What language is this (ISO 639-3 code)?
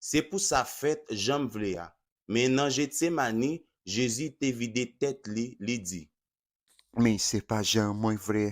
hat